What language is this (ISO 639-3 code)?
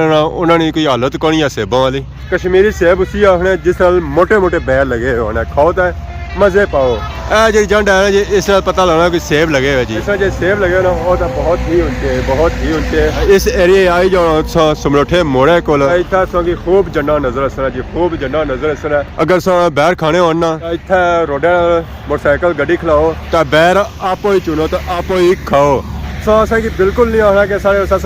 phr